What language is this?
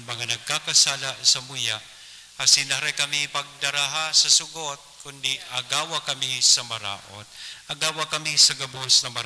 Bikol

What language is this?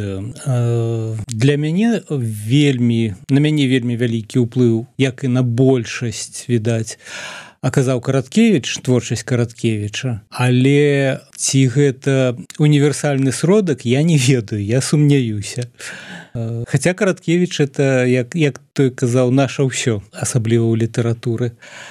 Belarusian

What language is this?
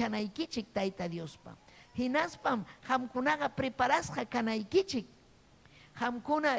Ayacucho Quechua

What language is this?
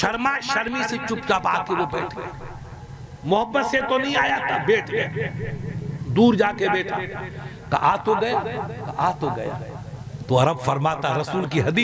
Urdu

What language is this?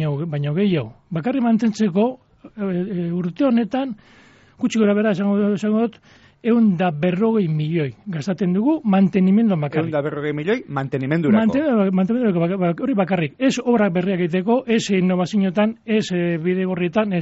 Basque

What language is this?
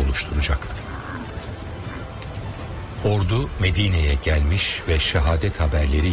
Turkish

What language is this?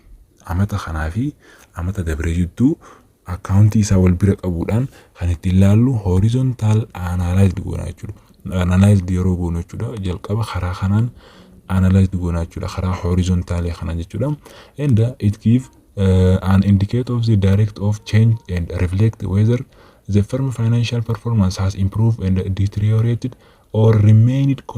Oromo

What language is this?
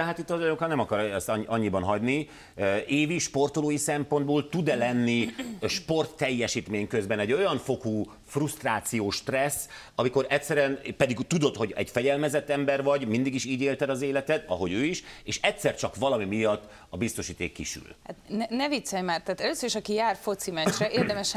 Hungarian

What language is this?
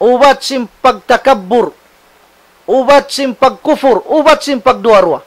Tausug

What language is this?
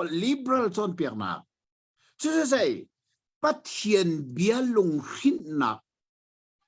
Hakha Chin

